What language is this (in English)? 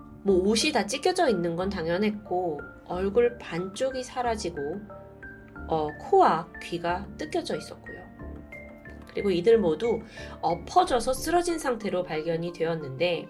Korean